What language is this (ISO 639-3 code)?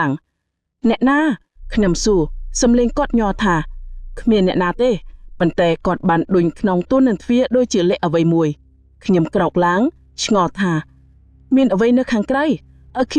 khm